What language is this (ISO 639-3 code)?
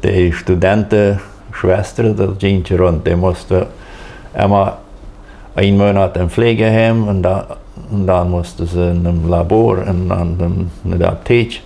pdt